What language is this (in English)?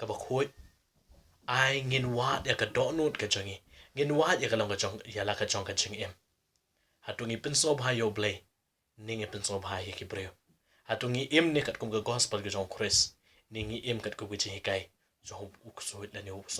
Khasi